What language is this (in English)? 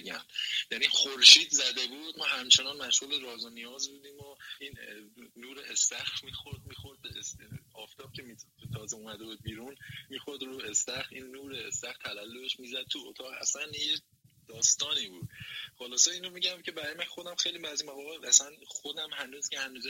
Persian